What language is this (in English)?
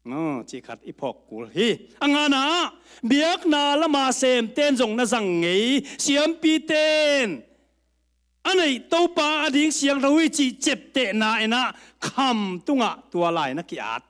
Tedim Chin